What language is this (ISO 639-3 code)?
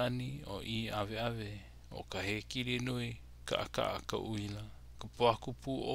haw